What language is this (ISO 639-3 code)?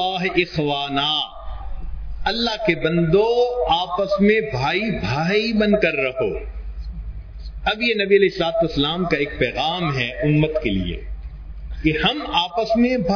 urd